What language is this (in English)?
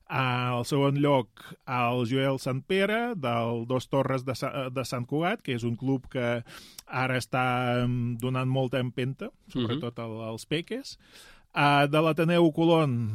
Catalan